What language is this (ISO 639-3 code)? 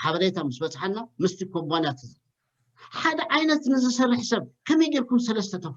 tir